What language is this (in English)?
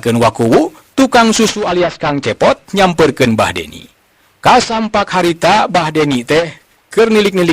Sundanese